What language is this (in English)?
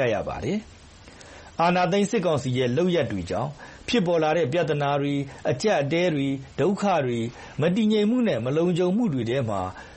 Burmese